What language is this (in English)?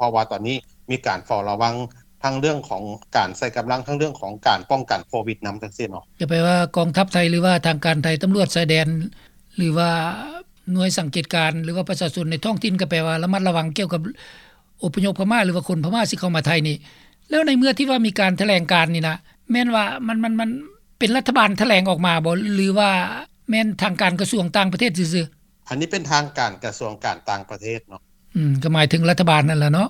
Lao